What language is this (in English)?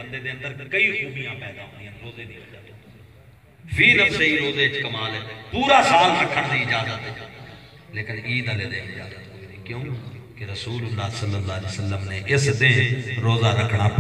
Saraiki